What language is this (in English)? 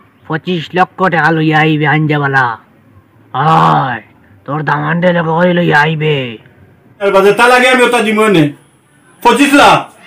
Sylheti